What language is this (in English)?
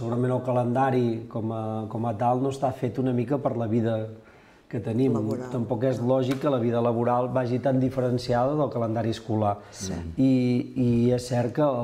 Catalan